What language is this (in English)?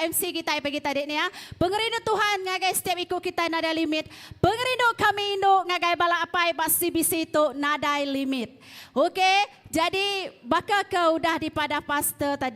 Iban